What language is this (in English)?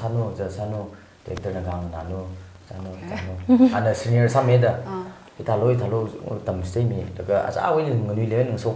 Tangkhul Naga (India)